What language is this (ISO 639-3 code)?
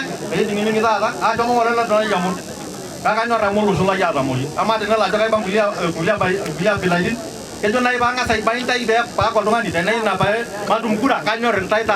mas